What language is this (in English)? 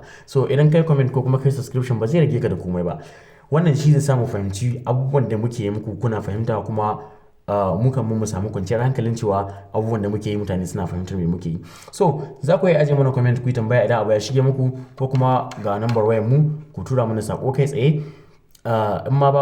Hausa